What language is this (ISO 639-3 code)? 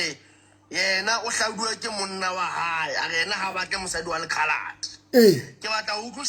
sot